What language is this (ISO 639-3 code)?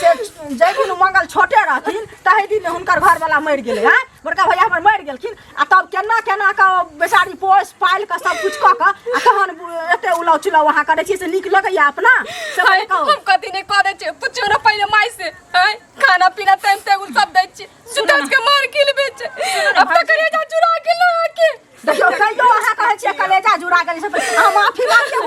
mai